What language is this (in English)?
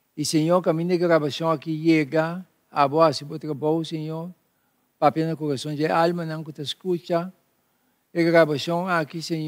Papiamento